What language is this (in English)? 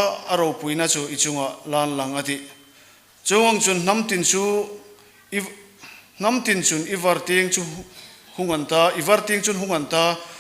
Hmar